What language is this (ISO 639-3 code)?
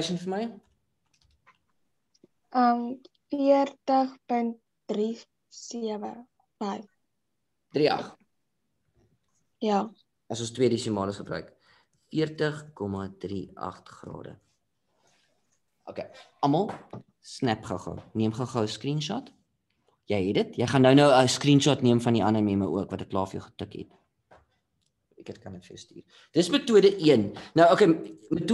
afr